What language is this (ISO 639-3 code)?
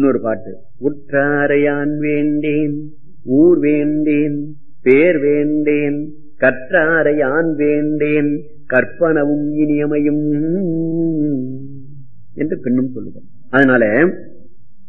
tam